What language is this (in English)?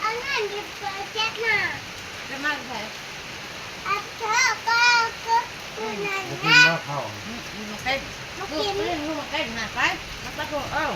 Northeastern Thai